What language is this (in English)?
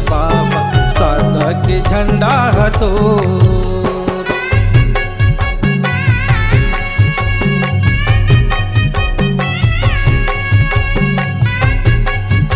Chhattisgarhi